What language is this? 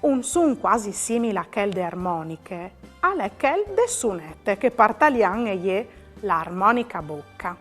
Friulian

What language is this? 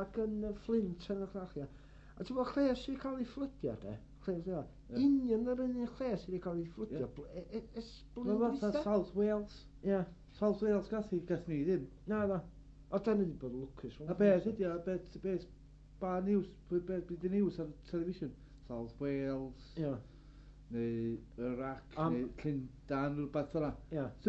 Welsh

